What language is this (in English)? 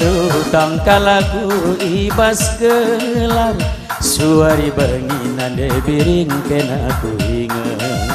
Batak Karo